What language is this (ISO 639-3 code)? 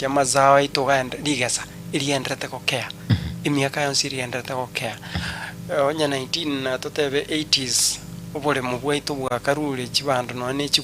guz